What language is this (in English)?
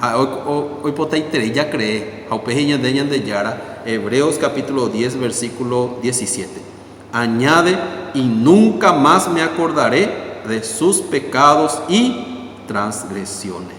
Guarani